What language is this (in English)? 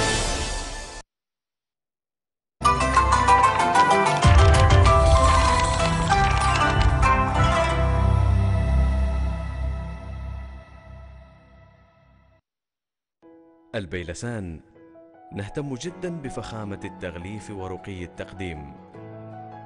Arabic